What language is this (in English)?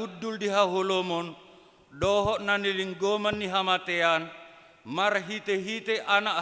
Batak Toba